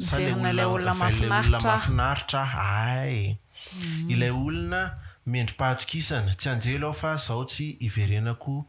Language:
Malagasy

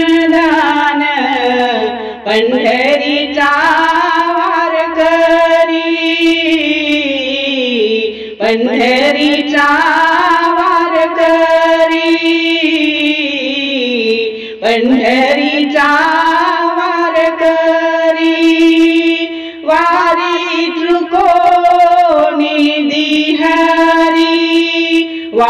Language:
Marathi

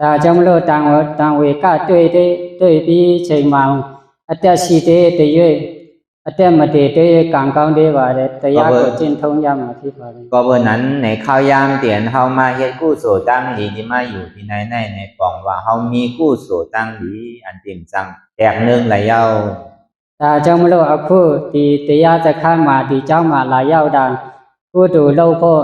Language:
Shan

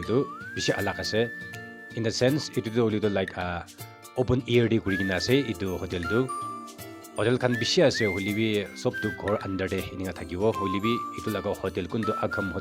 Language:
Naga Pidgin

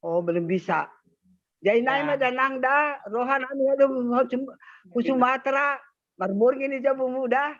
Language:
Batak Simalungun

